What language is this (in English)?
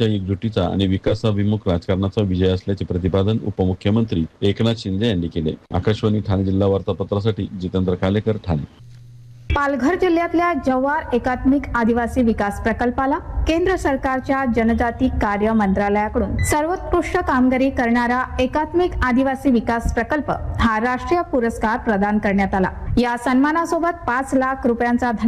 Marathi